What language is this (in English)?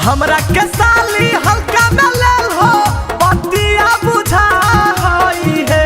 Magahi